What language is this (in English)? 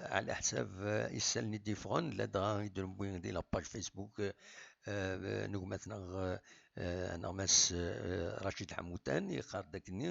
Kabyle